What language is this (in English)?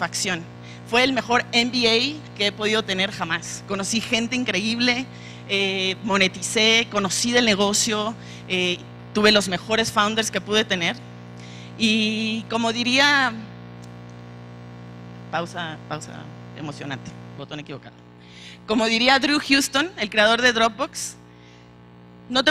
Spanish